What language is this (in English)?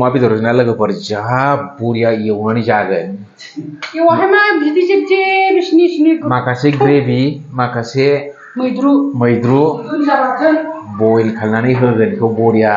Bodo